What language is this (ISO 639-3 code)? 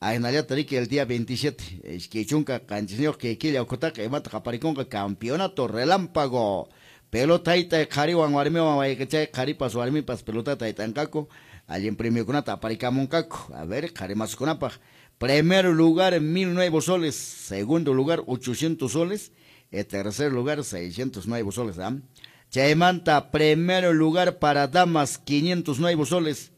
que